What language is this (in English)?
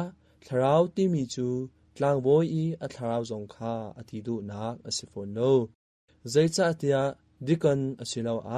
Hakha Chin